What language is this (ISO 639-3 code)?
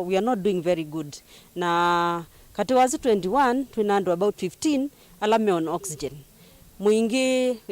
kam